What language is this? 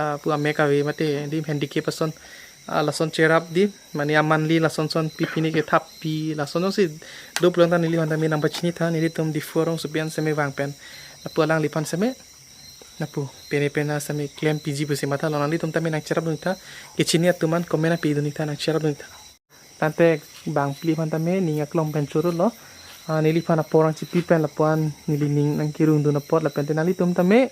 Karbi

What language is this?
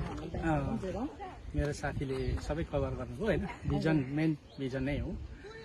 Nepali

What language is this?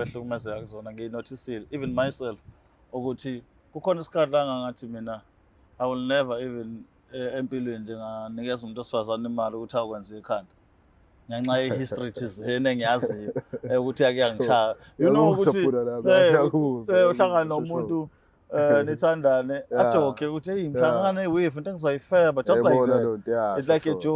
Zulu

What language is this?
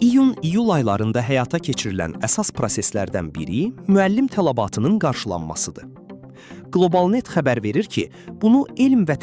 Azerbaijani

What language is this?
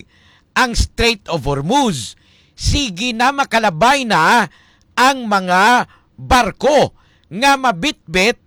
Hiligaynon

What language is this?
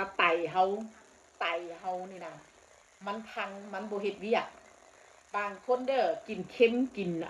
Northeastern Thai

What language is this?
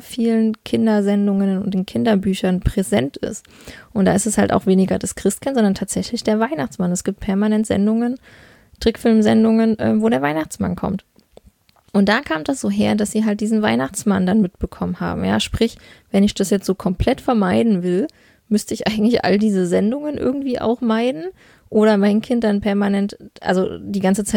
German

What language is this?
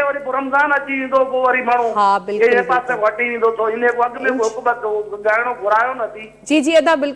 Sindhi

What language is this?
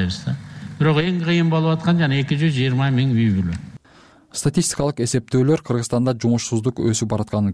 Kyrgyz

